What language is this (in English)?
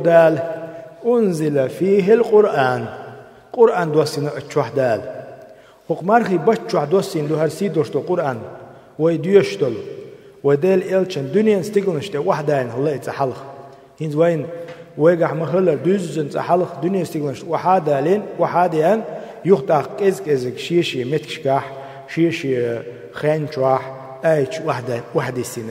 Chechen